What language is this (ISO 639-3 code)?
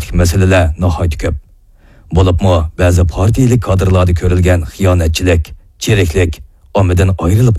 uig